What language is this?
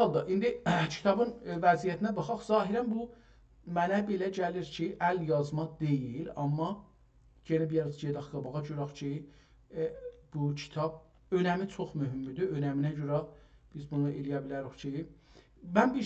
South Azerbaijani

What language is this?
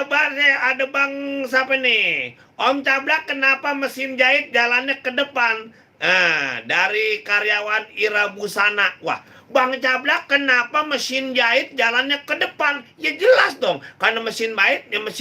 Betawi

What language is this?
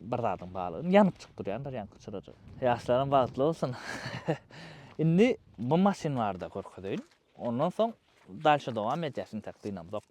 Turkmen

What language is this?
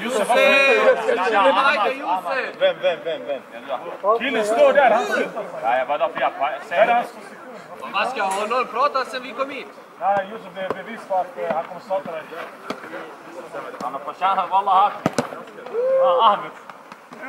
Swedish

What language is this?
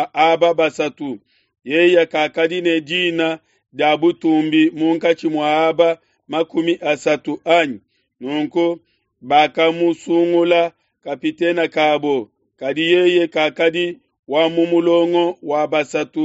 Luba-Lulua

